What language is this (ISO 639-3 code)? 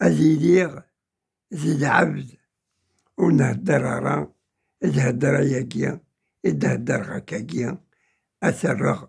kab